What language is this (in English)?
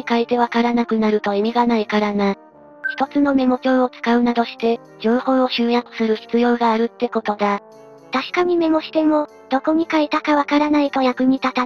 Japanese